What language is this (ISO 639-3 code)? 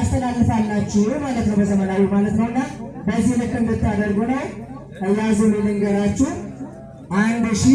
amh